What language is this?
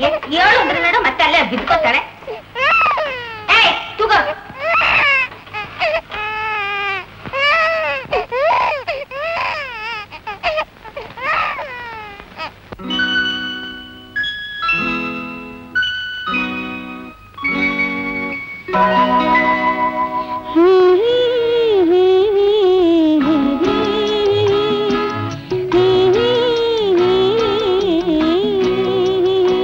Kannada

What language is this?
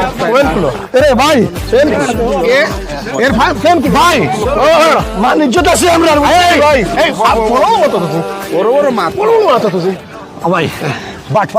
Sylheti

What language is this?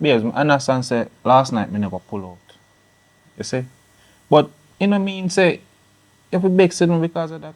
Jamaican Creole English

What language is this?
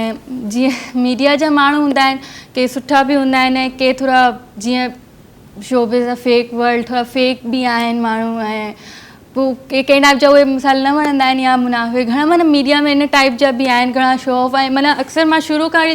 Sindhi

